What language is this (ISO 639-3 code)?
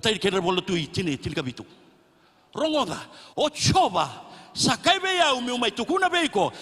fij